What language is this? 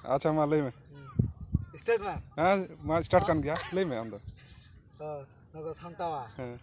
Santali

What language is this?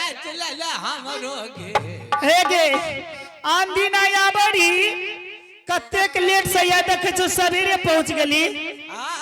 Angika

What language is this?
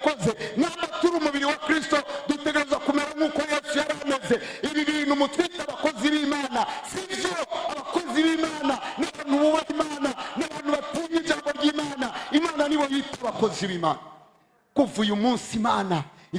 Rundi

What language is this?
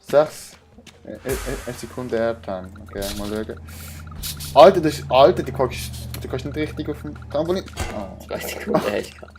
Swiss German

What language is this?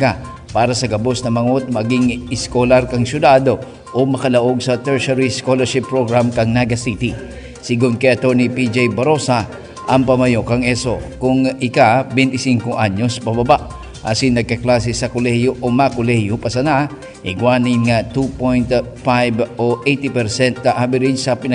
Bikol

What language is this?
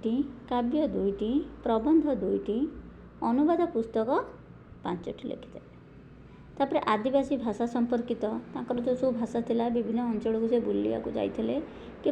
Odia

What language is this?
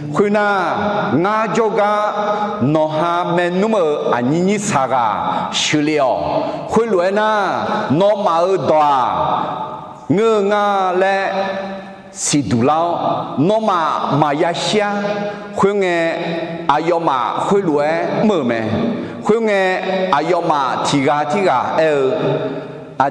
Akha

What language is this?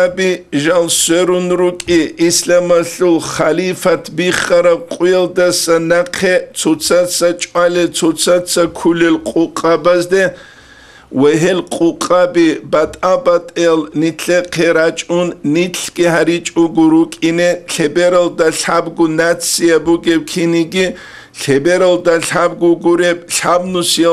Avaric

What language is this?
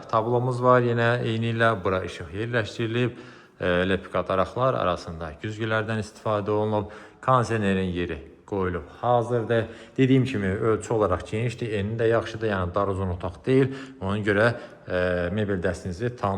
Azerbaijani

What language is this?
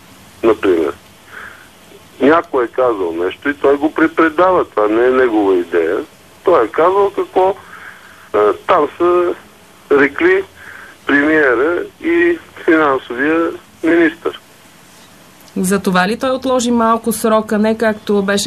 Bulgarian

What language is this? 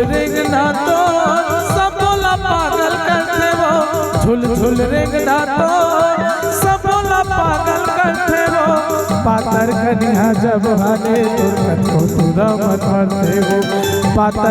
Chhattisgarhi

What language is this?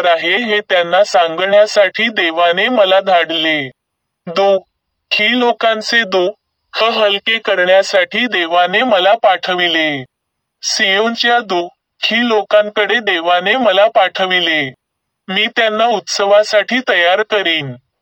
Marathi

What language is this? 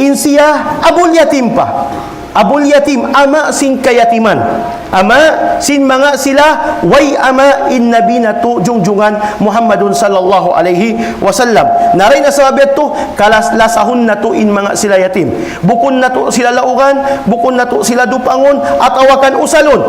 Tausug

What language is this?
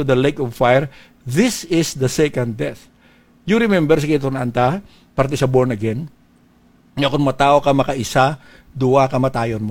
Hiligaynon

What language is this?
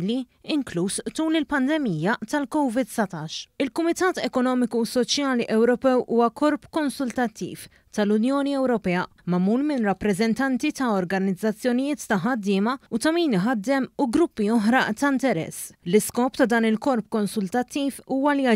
Maltese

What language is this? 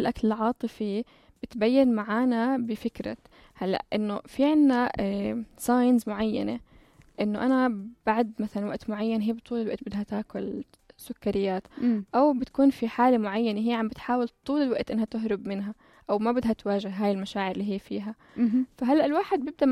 North Levantine Arabic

